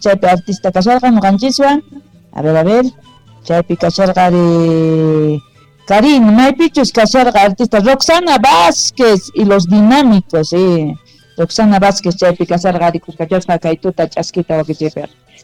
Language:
South Bolivian Quechua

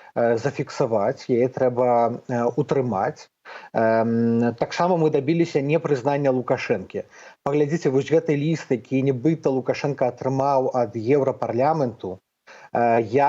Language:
Belarusian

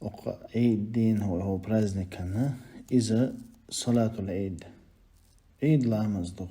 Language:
Chechen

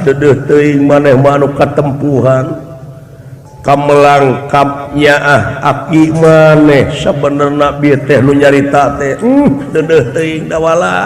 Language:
Sundanese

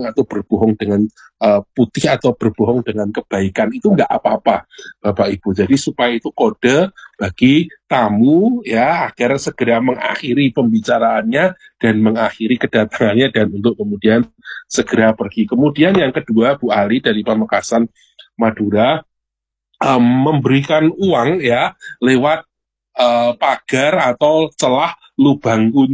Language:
Indonesian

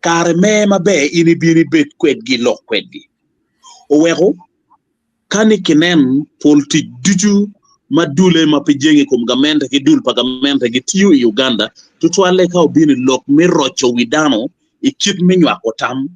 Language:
Acoli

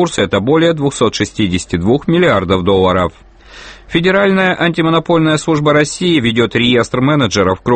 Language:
Russian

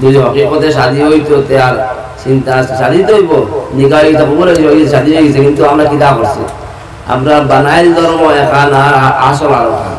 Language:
Sylheti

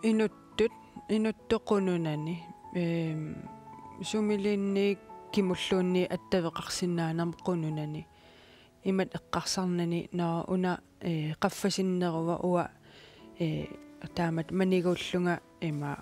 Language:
Kalaallisut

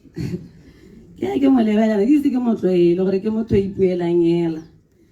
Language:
Tswana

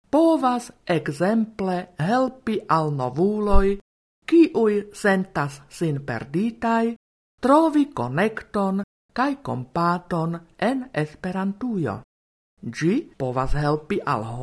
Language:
Esperanto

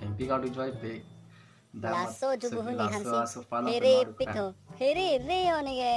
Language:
Karbi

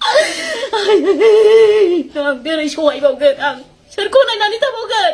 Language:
Bodo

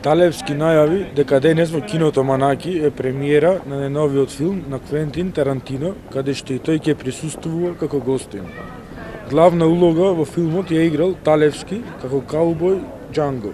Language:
Macedonian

